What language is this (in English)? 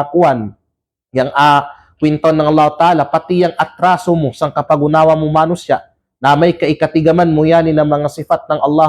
Kalagan